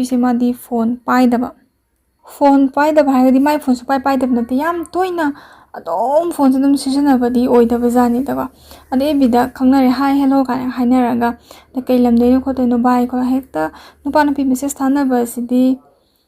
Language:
Manipuri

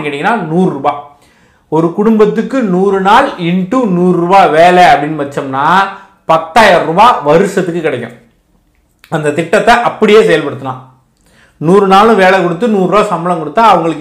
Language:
Tamil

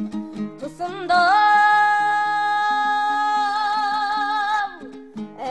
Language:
Kazakh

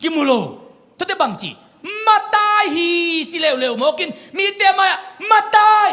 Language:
Tedim Chin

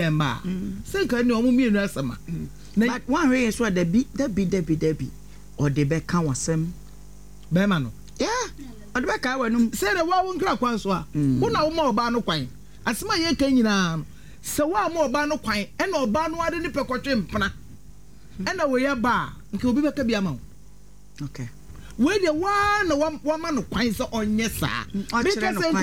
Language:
Akan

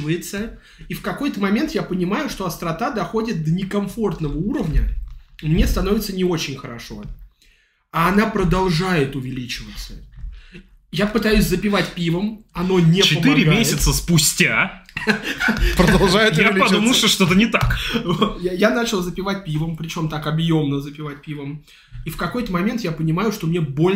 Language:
Russian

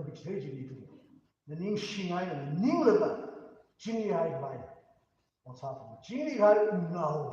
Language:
Tangkhul Naga (India)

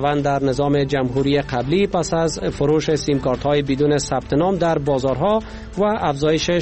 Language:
Persian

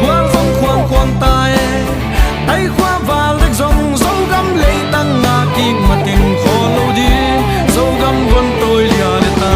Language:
Tedim Chin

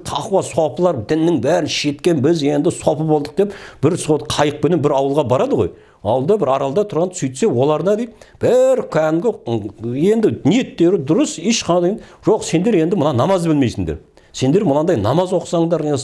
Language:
Kazakh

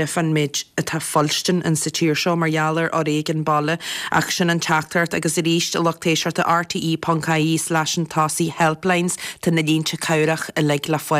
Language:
Irish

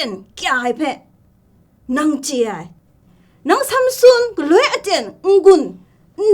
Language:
Kachin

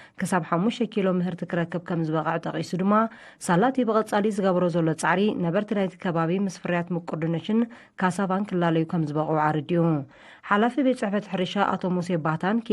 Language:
Tigrinya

